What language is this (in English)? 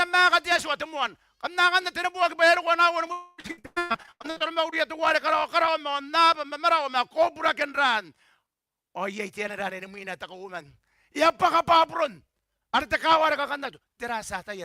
Gilbertese